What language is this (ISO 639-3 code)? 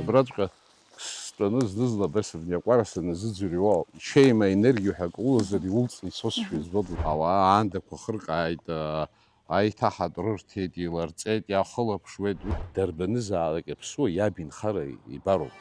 abk